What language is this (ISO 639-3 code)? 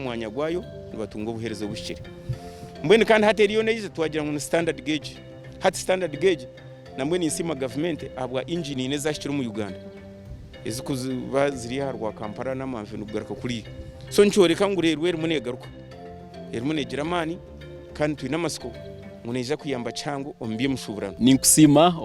nyn